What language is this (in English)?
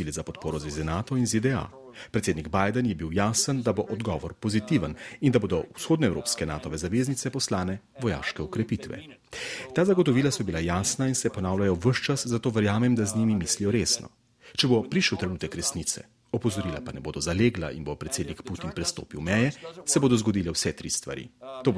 Slovenian